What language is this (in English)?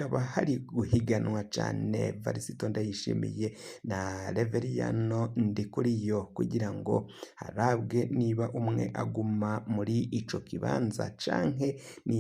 Rundi